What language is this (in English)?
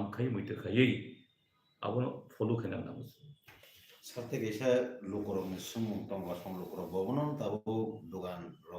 Kok Borok